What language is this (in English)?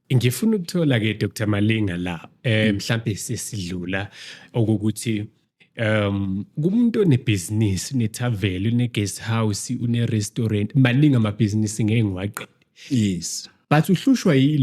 Zulu